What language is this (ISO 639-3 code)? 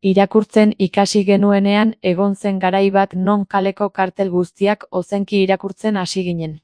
eus